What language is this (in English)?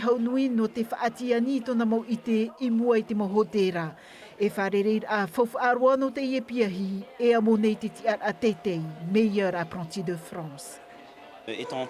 Tahitian